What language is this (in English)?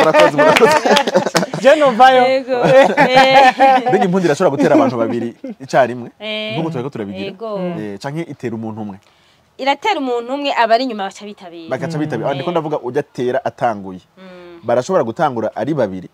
Rundi